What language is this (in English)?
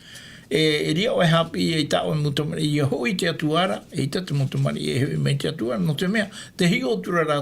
Tahitian